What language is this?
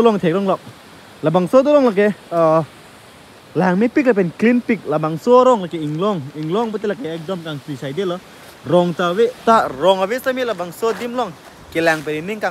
Karbi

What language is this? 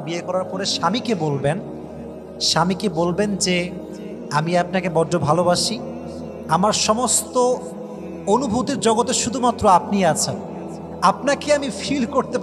Bangla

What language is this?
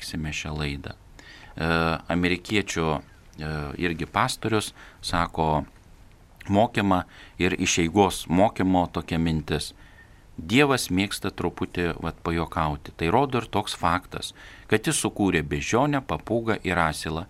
Lithuanian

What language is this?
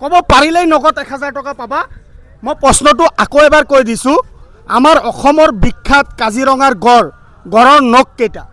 Assamese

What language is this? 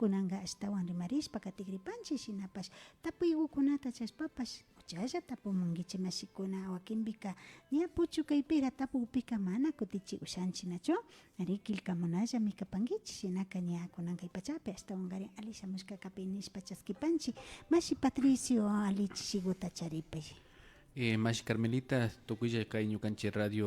Imbabura Highland Quichua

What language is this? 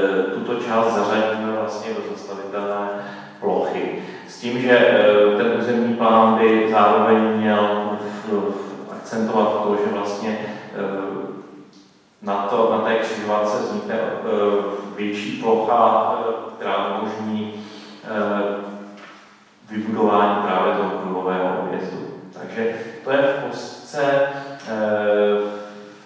Czech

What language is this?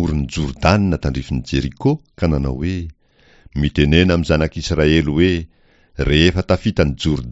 Malagasy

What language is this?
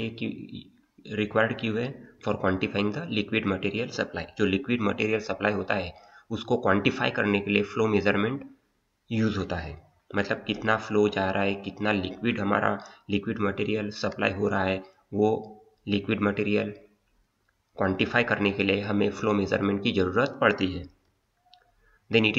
Hindi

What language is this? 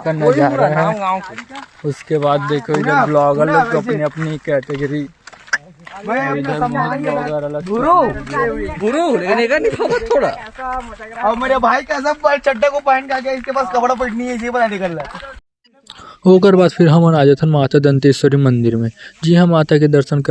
Chhattisgarhi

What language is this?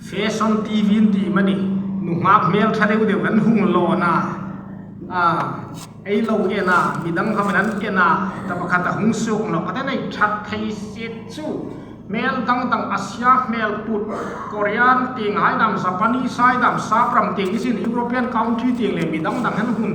Hmar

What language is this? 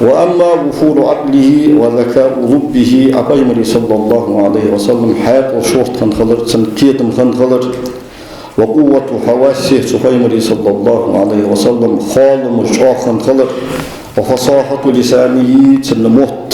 Ingush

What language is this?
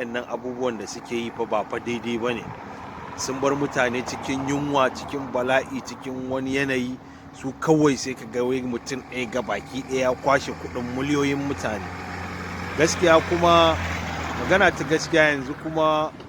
Hausa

